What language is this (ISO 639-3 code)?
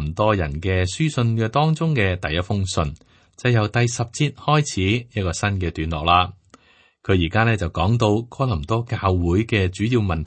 yue